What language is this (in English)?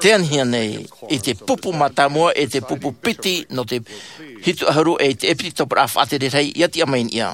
Tahitian